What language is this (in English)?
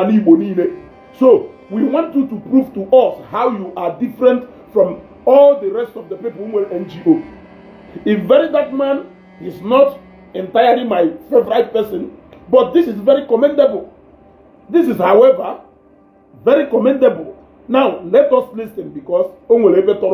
Igbo